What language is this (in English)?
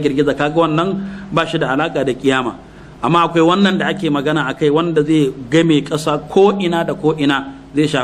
Hausa